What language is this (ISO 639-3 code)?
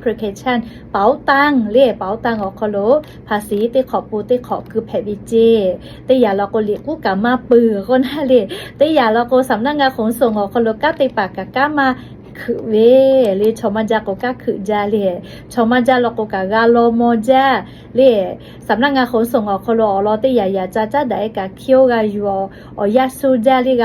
lhu